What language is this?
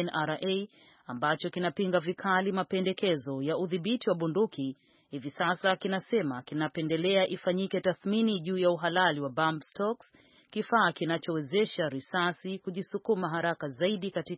Swahili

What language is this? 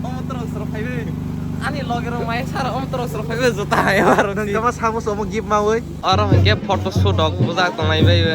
Kok Borok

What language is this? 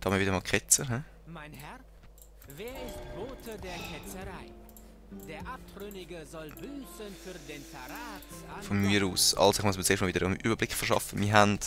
Swiss German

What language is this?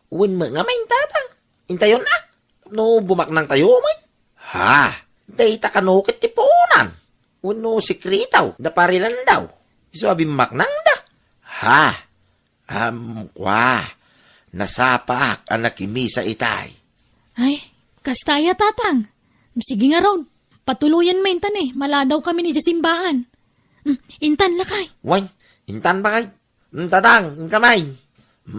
Iloko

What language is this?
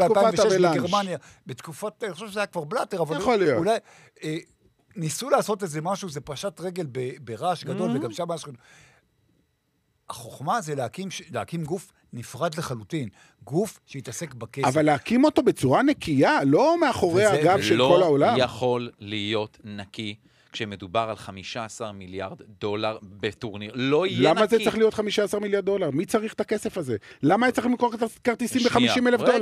Hebrew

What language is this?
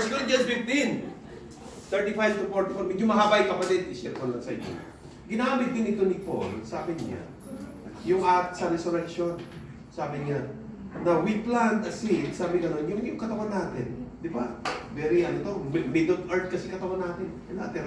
Filipino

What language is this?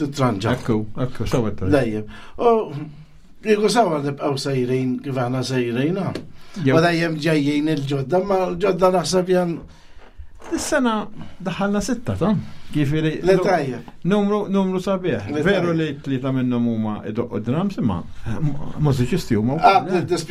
Maltese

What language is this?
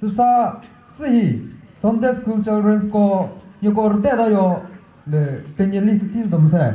Chokri Naga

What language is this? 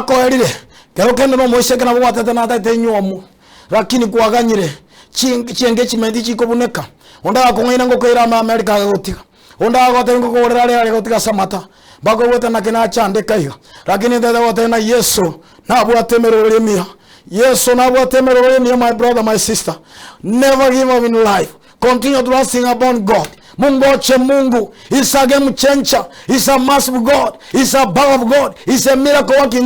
Gusii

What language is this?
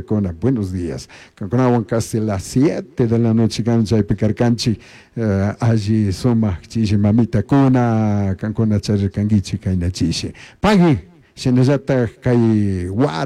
Chimborazo Highland Quichua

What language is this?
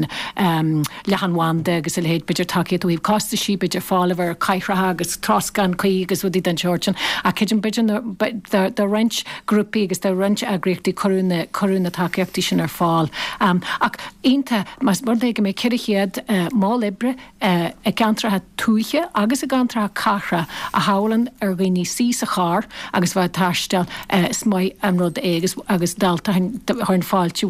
Irish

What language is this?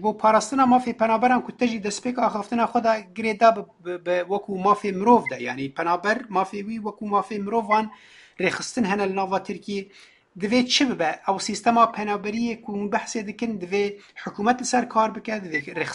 Kurdish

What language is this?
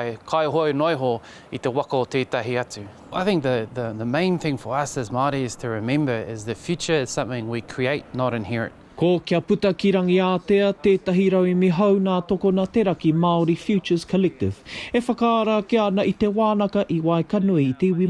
Māori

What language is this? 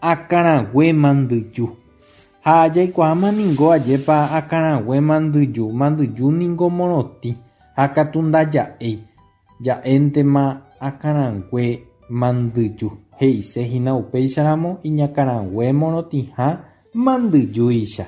Guarani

